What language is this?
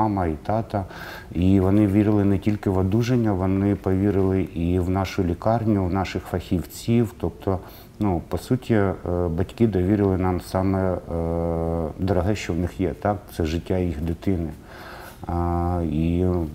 Ukrainian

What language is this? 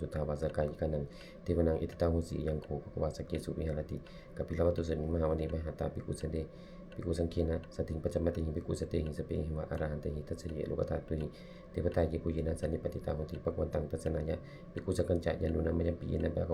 Pali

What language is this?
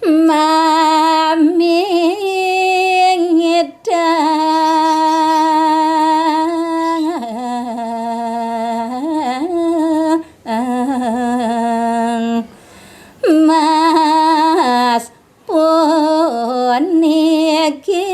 Balinese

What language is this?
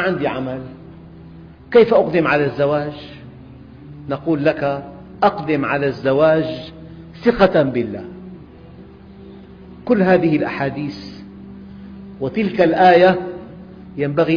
Arabic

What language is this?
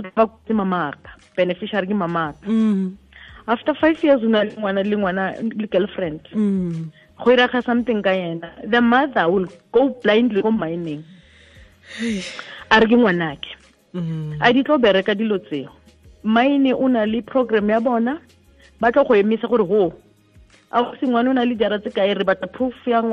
Tswana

